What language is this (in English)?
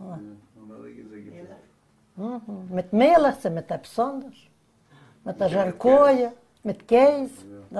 Yiddish